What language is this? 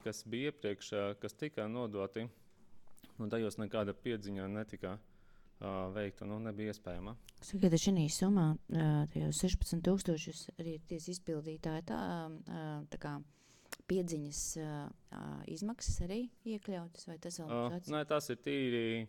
Latvian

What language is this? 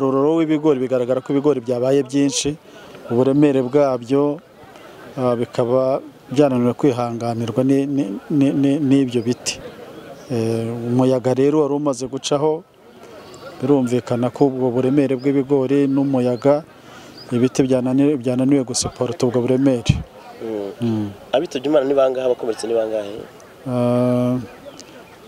Kinyarwanda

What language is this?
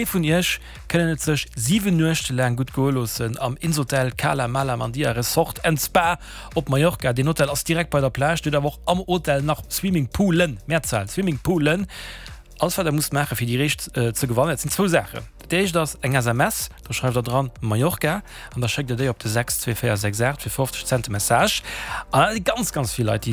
Luxembourgish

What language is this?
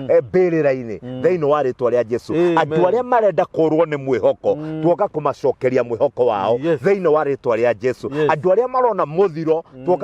Kikuyu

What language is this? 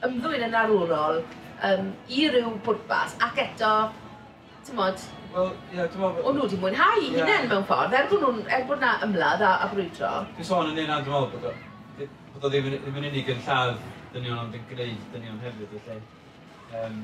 Welsh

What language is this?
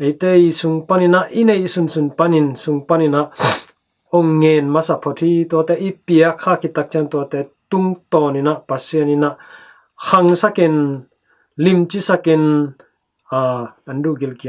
Tedim Chin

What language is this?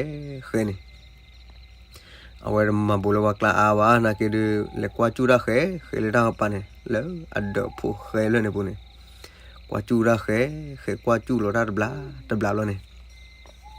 S'gaw Karen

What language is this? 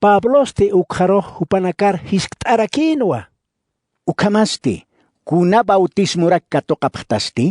Aymara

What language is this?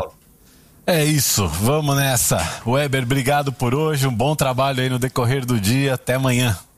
Portuguese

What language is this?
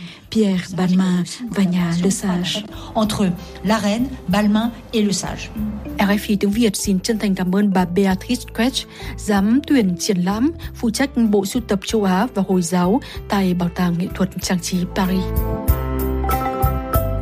Vietnamese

